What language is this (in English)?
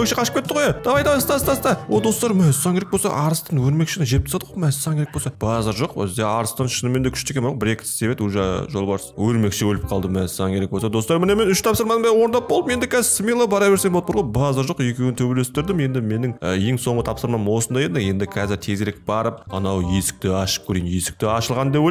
Kazakh